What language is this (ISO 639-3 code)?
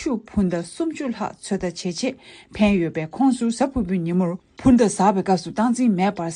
bod